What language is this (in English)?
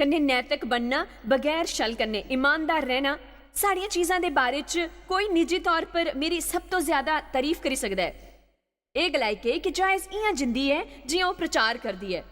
Dogri